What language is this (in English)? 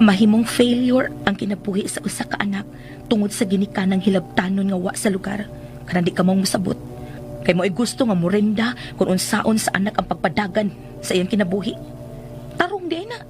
Cebuano